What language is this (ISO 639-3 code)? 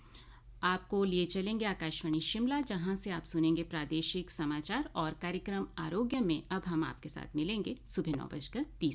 hin